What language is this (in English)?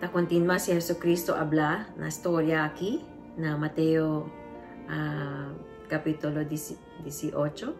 Chavacano